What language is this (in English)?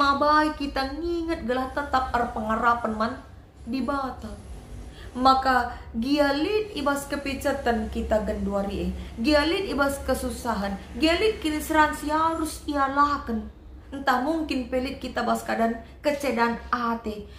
Batak Karo